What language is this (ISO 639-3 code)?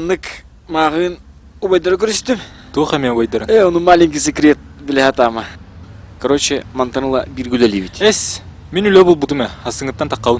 sah